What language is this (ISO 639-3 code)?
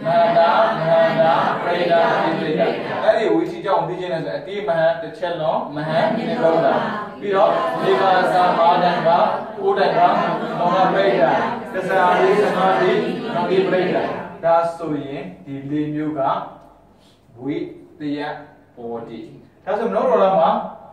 mya